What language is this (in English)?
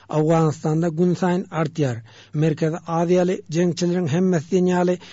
Turkmen